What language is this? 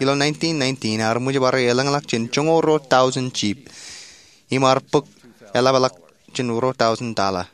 Marshallese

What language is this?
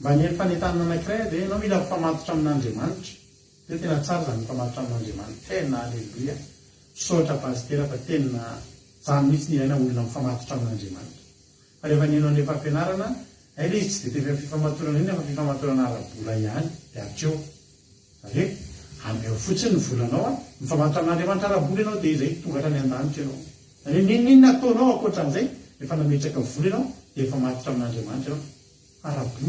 Malagasy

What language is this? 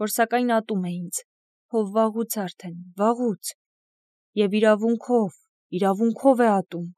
Armenian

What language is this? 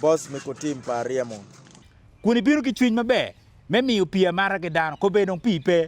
Acoli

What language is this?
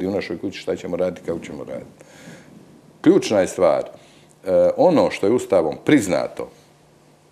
Croatian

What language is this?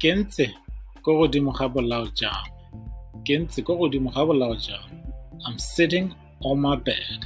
Tswana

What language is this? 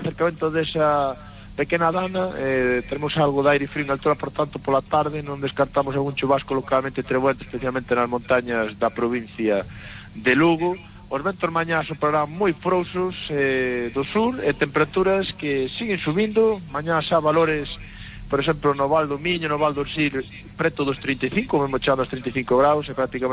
Galician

